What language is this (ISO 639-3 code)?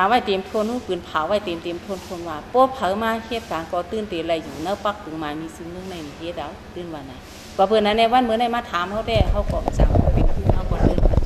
shn